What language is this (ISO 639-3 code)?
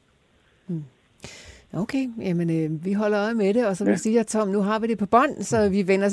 dan